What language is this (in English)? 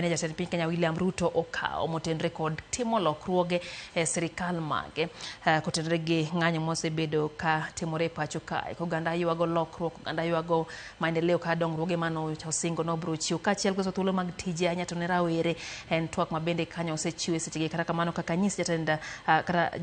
Luo (Kenya and Tanzania)